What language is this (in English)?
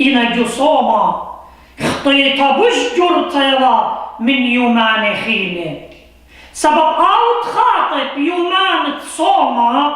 Assyrian Neo-Aramaic